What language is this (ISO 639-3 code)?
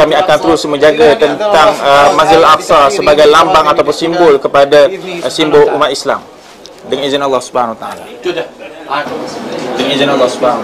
msa